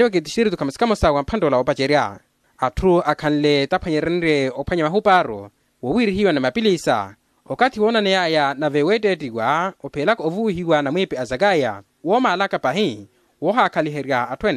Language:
Makhuwa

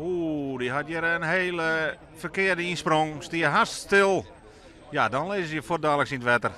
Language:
Western Frisian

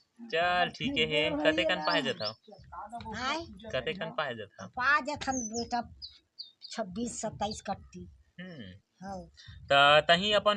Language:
Chhattisgarhi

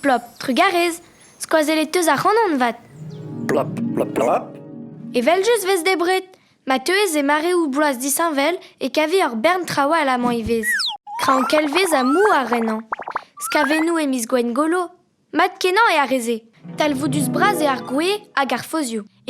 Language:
Breton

